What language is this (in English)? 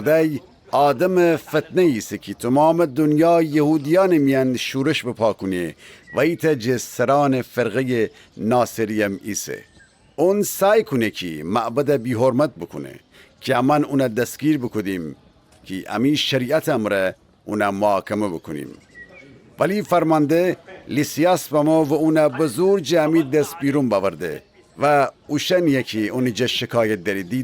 Gilaki